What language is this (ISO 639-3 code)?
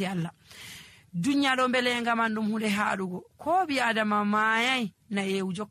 fuv